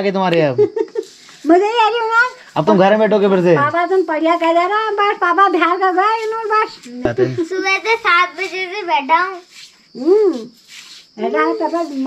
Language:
Hindi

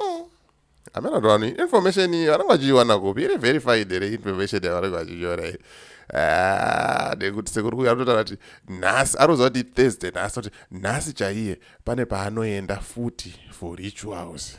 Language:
Shona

